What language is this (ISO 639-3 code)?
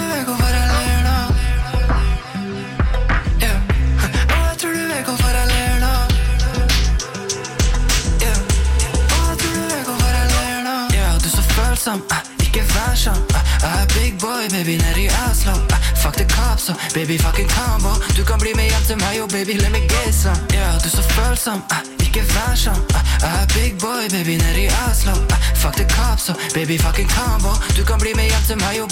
nor